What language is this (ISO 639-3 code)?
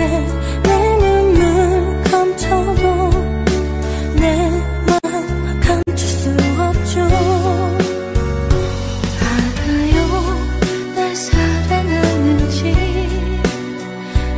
kor